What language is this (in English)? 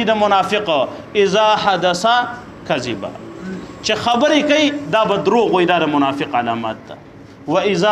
Pashto